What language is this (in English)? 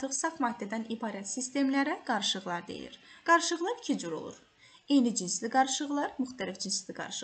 Azerbaijani